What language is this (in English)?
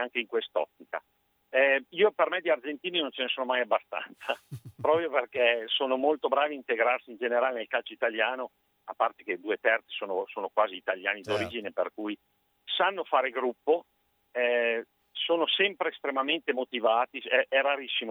Italian